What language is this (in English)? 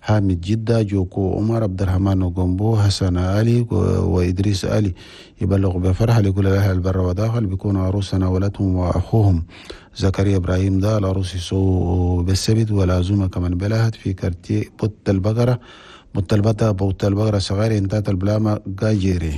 Chadian Arabic